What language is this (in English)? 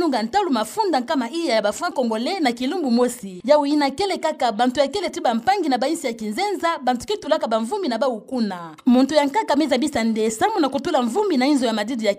Kituba (Democratic Republic of Congo)